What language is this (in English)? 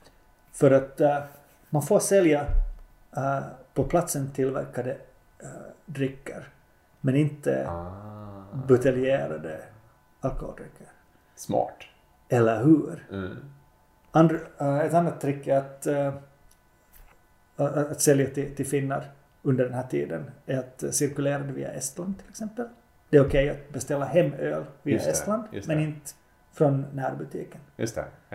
Swedish